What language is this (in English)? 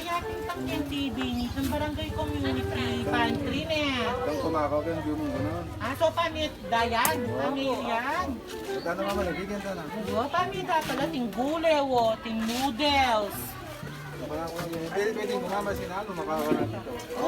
Pampanga